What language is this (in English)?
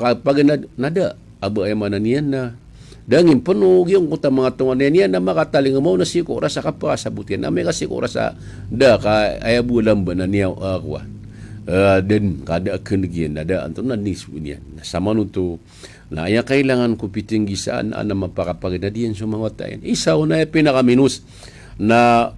Maranao